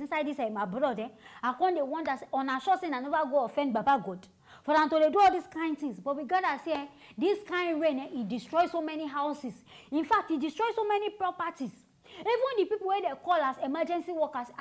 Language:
Nigerian Pidgin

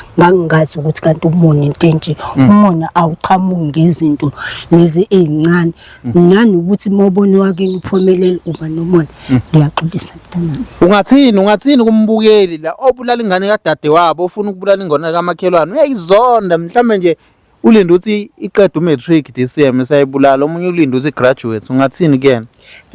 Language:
Zulu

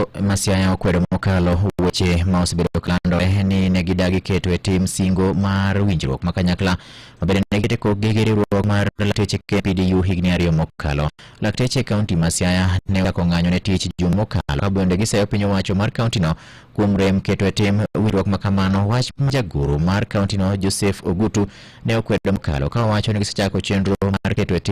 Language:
Luo (Kenya and Tanzania)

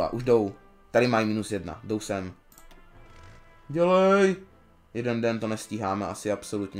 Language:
Czech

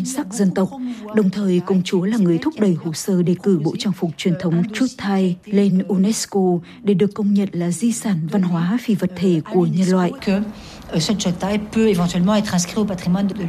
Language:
Vietnamese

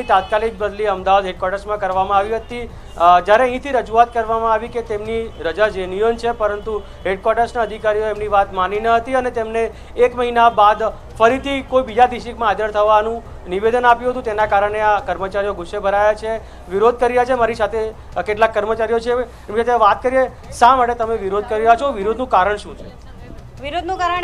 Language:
Gujarati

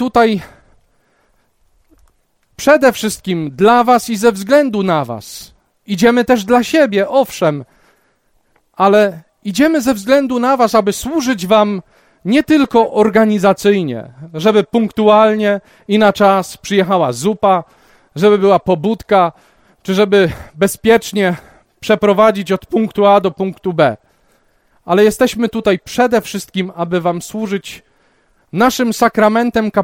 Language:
Polish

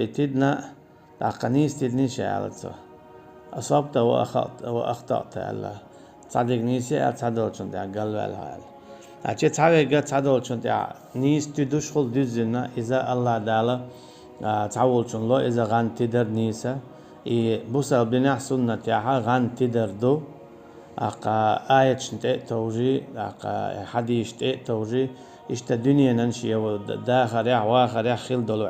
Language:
Chechen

